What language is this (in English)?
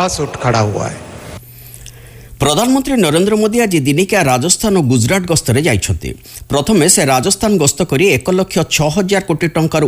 Odia